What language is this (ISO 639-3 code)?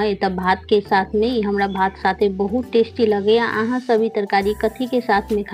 mai